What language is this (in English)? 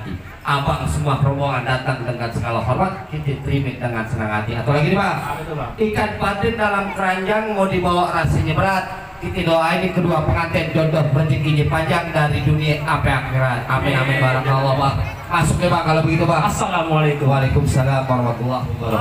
Betawi